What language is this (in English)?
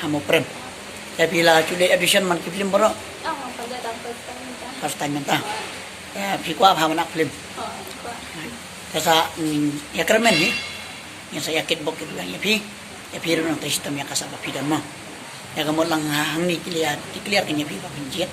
Khasi